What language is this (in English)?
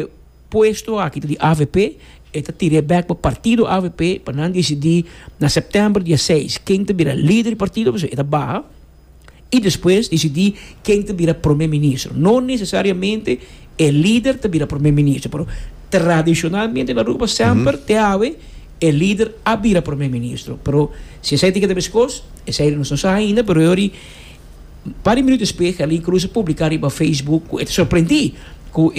Papiamento